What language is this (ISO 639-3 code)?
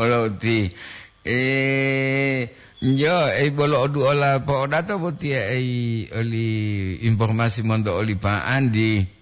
gor